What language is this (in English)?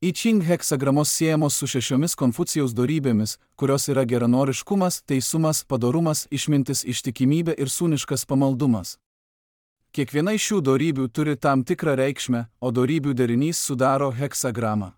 Lithuanian